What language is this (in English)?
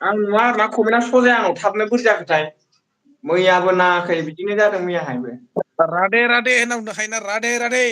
Bodo